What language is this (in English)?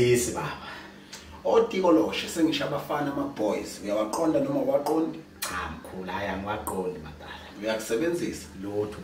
Zulu